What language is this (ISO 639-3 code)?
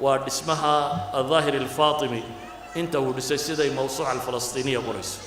som